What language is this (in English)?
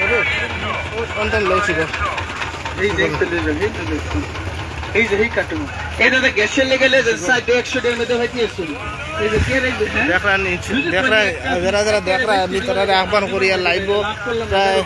Sylheti